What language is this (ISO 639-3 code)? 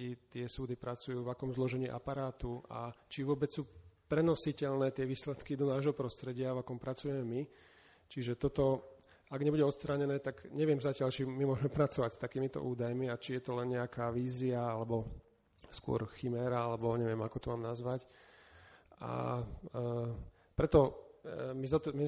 slk